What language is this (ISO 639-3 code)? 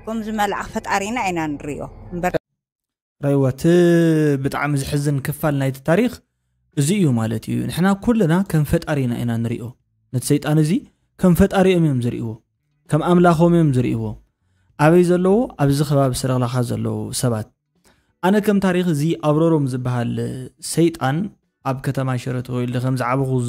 tir